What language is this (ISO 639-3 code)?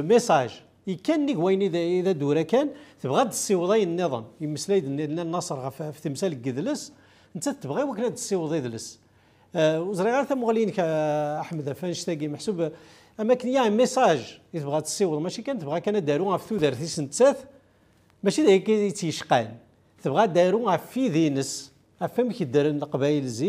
kab